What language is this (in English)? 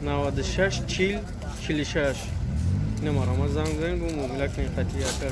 Tajik